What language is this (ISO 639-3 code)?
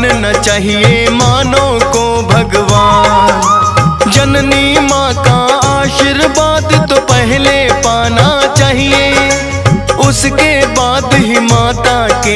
hin